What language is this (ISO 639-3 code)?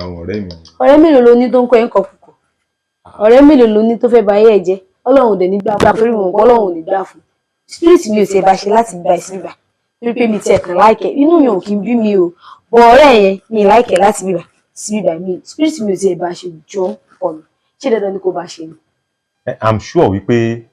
yor